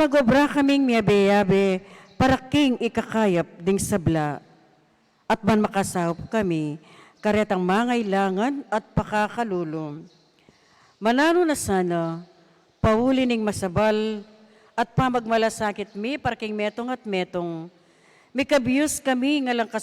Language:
Pampanga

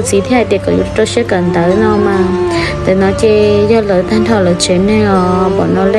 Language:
Hmong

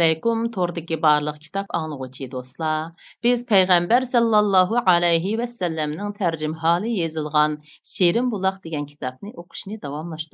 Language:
Uyghur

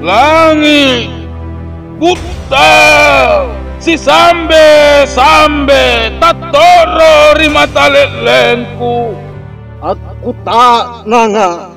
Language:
Makasar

